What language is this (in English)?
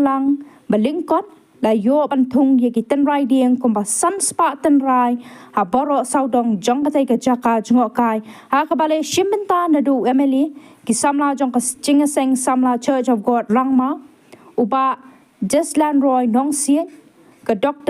Khasi